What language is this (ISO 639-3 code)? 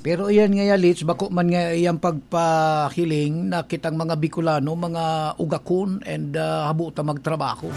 bik